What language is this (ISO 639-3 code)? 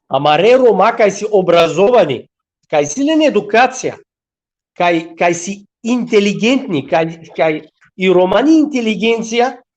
rmn